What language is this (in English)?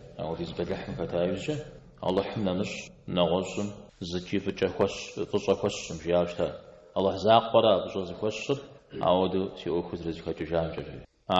Kabardian